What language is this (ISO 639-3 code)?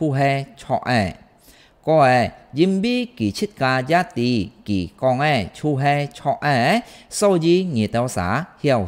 hak